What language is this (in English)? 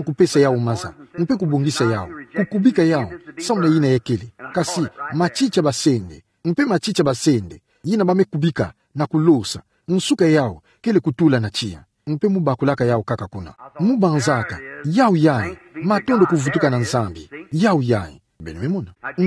Kituba (Democratic Republic of Congo)